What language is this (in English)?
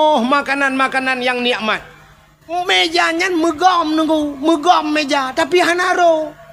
Achinese